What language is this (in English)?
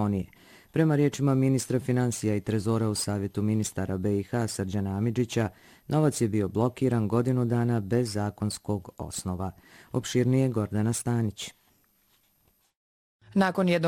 Bosnian